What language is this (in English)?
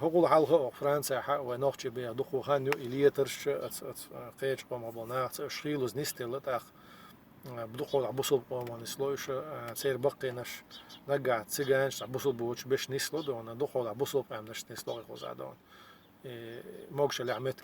Chechen